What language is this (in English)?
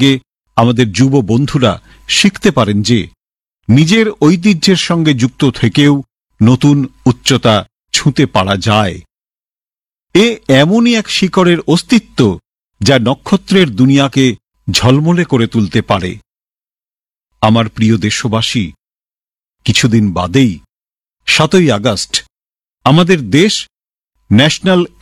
Bangla